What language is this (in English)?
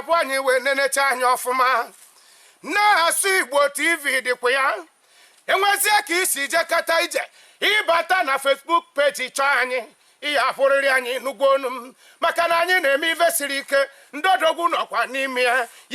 Igbo